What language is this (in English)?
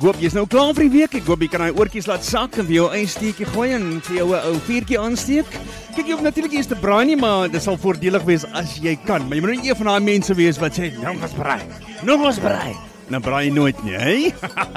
Afrikaans